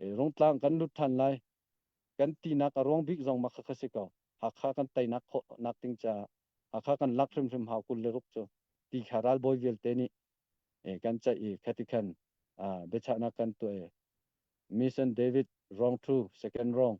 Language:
Hakha Chin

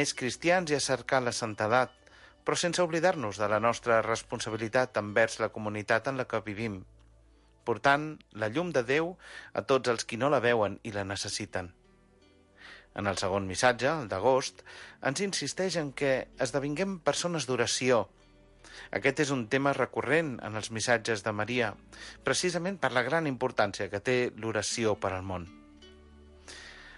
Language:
Catalan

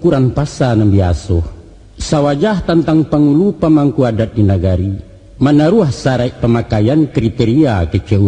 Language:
Minangkabau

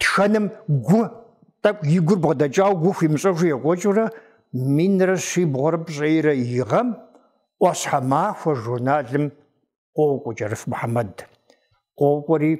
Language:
Kabardian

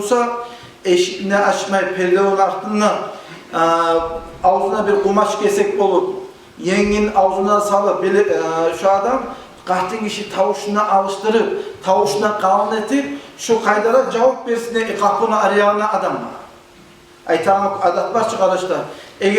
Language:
Kumyk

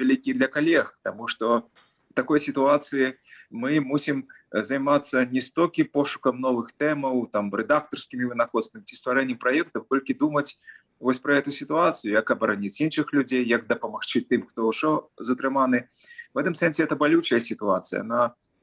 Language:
Belarusian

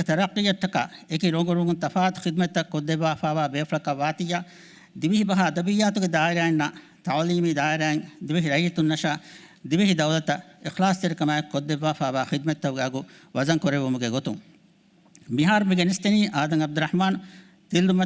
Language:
Divehi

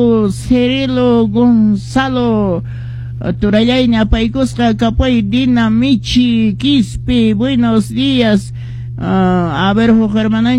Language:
Quechua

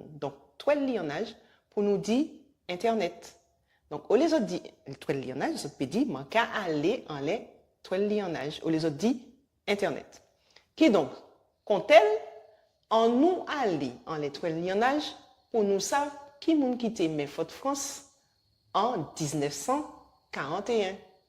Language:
Guadeloupean Creole French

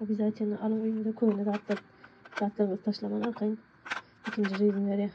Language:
Turkmen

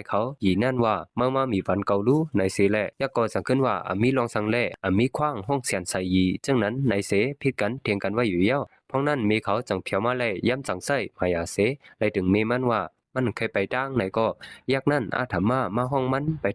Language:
Shan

